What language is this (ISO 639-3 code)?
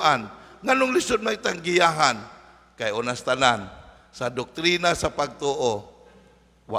ceb